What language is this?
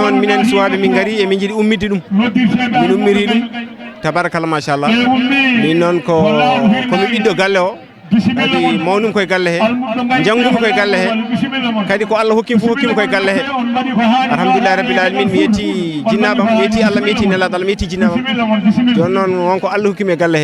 Fula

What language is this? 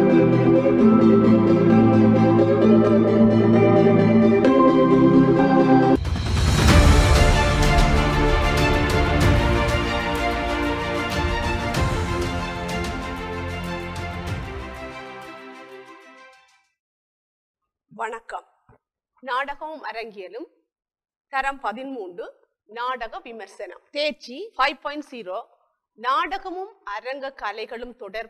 Tamil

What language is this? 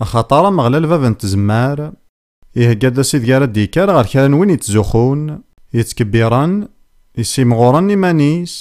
Kabyle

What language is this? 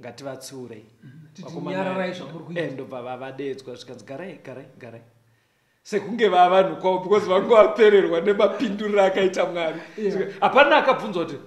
Shona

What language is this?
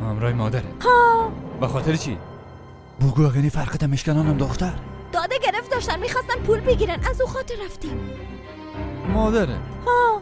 Persian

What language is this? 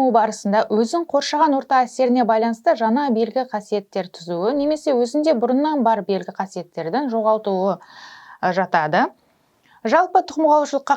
Kazakh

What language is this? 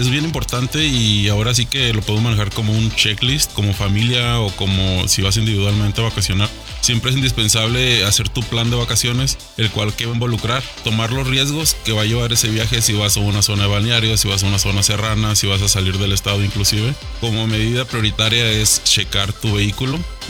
Spanish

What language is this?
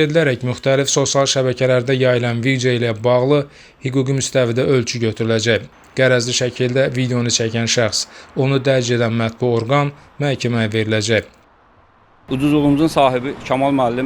Azerbaijani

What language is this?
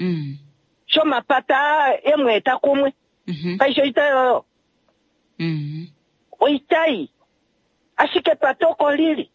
Kuanyama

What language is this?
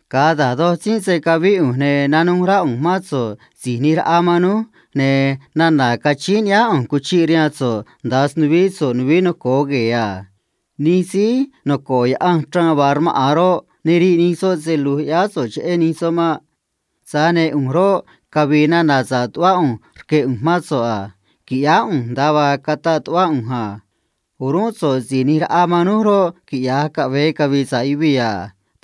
Copala Triqui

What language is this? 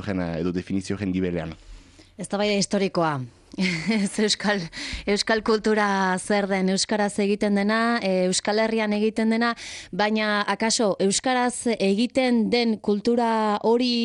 Basque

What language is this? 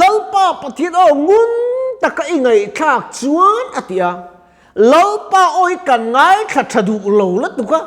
Mizo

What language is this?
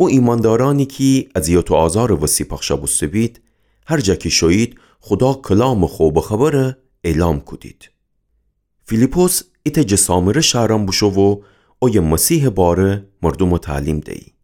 Gilaki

